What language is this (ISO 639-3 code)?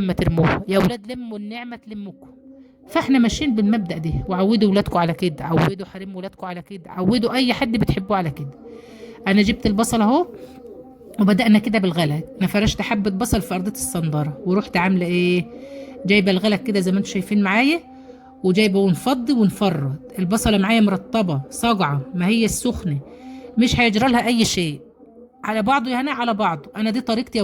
arz